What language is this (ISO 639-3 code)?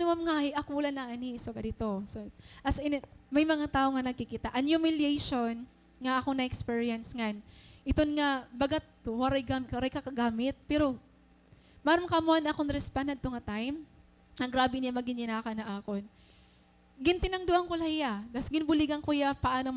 war